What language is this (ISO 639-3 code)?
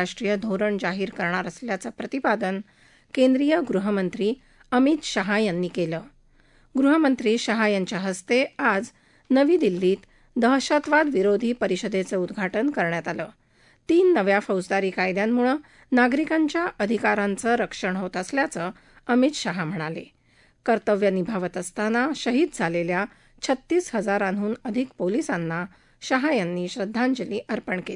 mar